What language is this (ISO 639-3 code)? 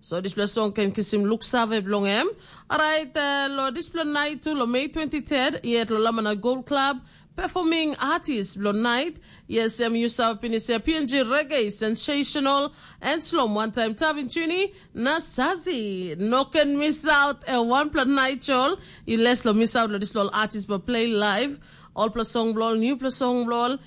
tpi